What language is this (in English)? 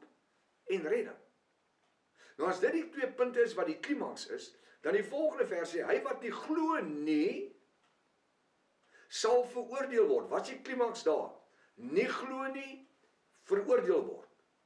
Afrikaans